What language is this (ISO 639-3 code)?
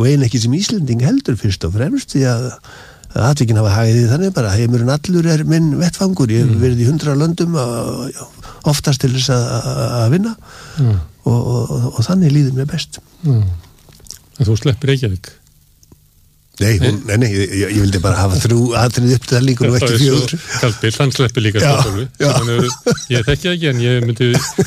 isl